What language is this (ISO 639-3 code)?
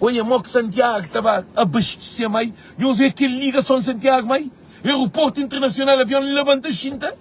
kea